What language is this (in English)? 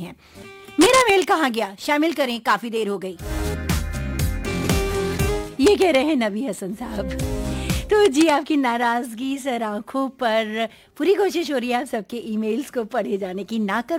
Hindi